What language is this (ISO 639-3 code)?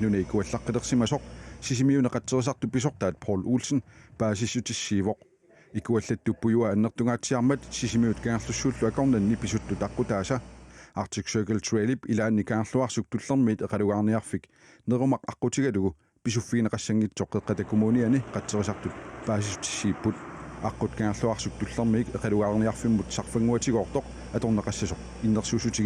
kal